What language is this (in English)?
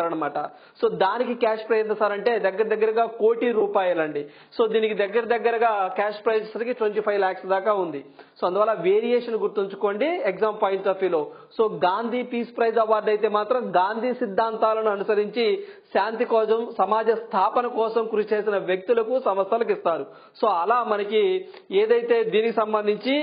Telugu